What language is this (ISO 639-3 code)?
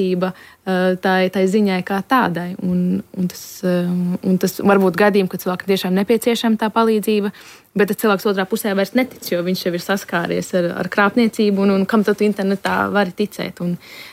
lav